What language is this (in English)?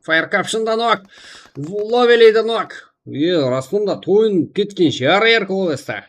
Kara-Kalpak